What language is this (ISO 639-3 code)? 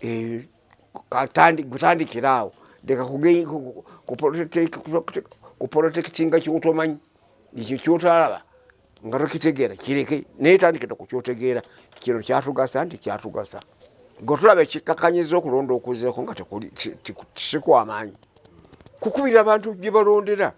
lug